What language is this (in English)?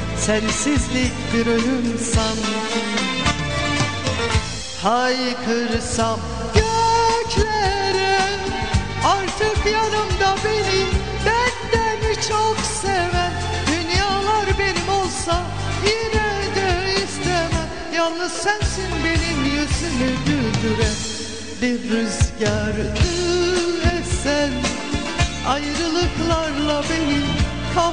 Turkish